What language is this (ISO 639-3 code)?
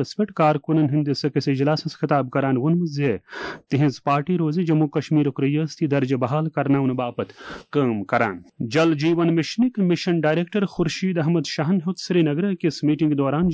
kas